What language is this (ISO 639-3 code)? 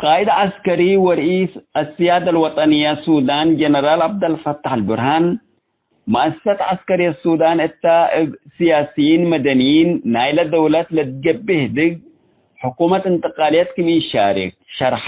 tig